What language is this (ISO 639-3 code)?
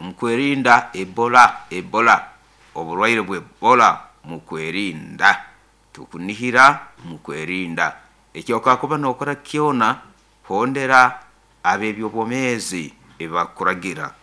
nyo